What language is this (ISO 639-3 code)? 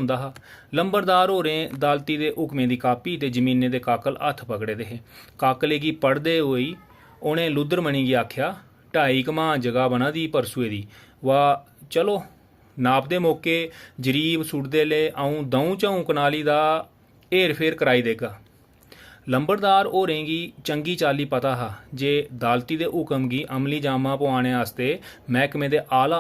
doi